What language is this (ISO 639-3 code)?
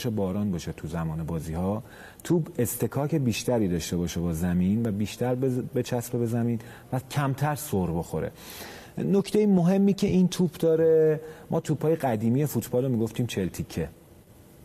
fas